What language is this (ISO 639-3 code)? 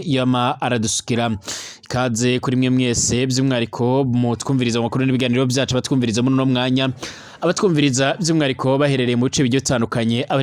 run